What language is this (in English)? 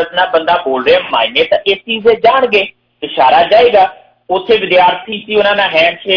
Punjabi